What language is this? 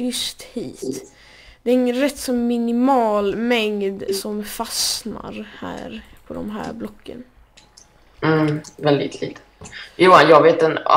Swedish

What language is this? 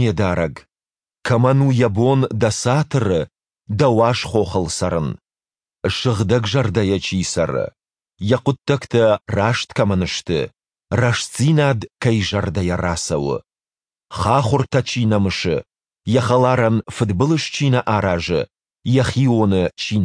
Ossetic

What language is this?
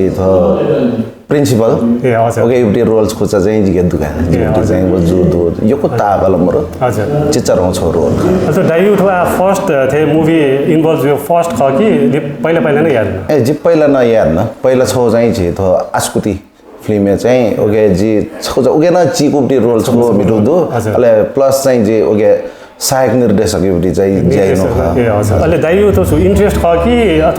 Newari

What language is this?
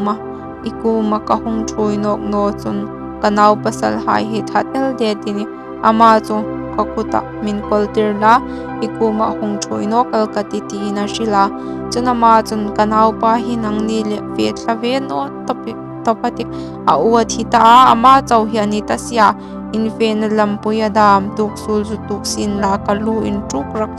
Hmar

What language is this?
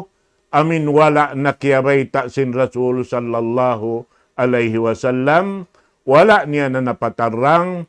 Tausug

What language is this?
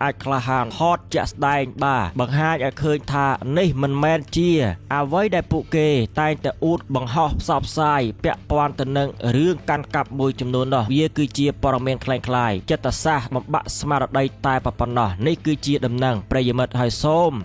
Khmer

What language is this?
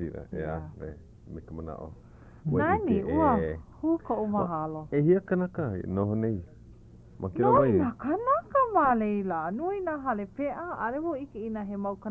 Hawaiian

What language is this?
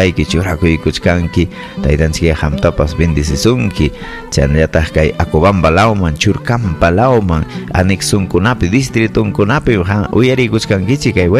Ayacucho Quechua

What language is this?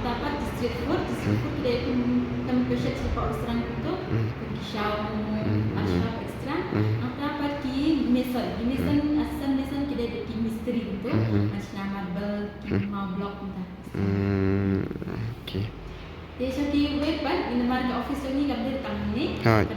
Khasi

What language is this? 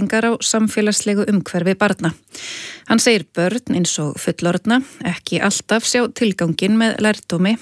Icelandic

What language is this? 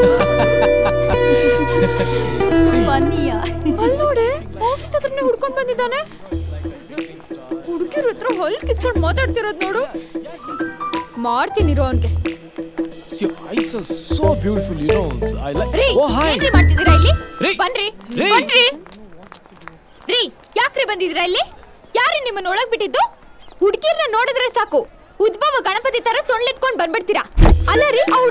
Kannada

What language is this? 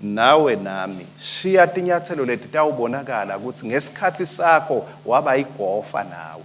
Swati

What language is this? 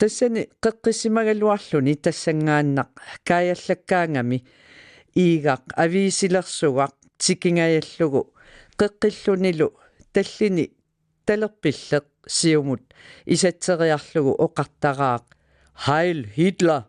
Kalaallisut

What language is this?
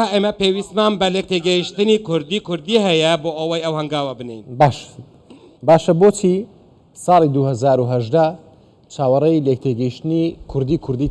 Central Kurdish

